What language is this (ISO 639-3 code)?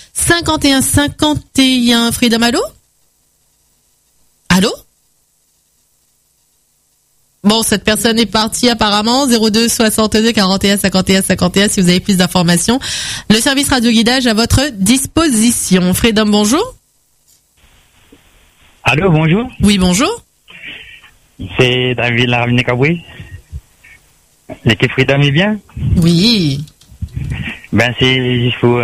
fra